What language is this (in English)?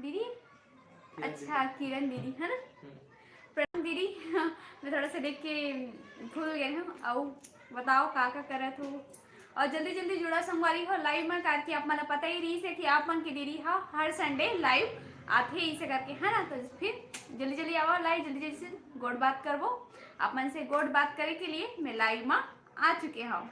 Chhattisgarhi